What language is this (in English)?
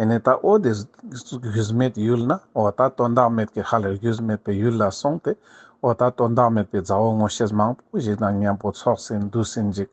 Ladakhi